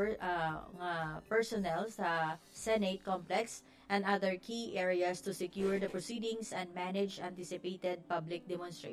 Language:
Hiligaynon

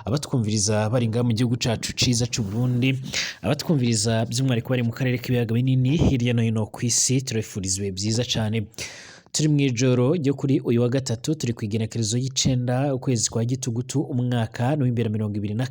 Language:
Rundi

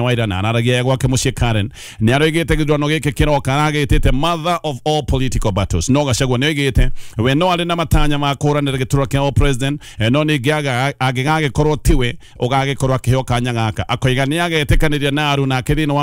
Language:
Kikuyu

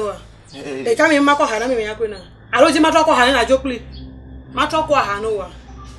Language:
Ewe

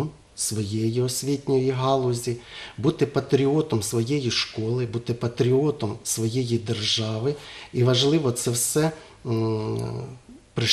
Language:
Ukrainian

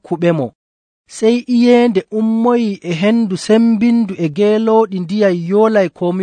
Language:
Nigerian Fulfulde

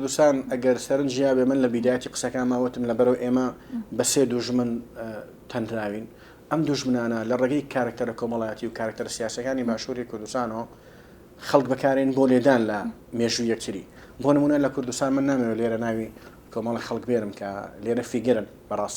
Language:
Central Kurdish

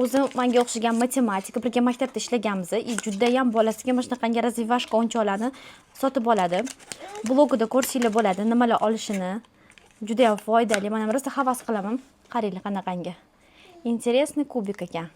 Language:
Uzbek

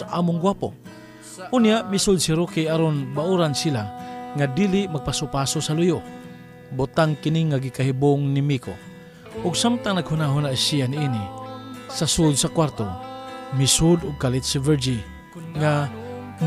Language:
Cebuano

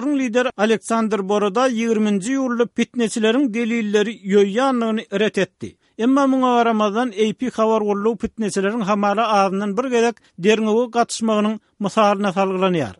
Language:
Turkmen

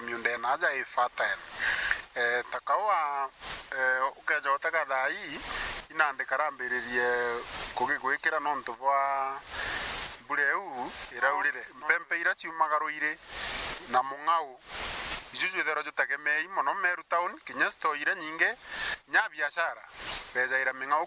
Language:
Meru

